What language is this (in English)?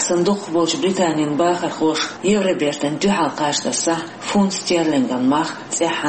Chechen